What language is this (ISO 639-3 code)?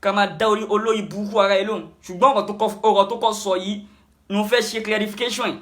yor